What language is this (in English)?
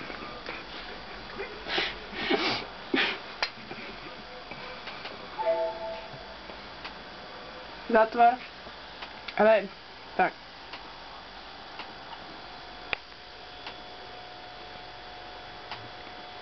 Slovak